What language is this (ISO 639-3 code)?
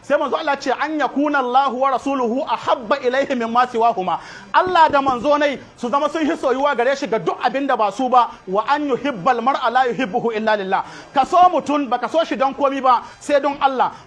hau